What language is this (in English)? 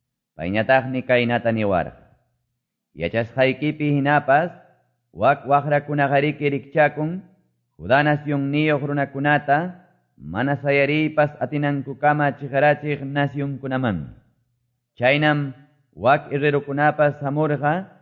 Quechua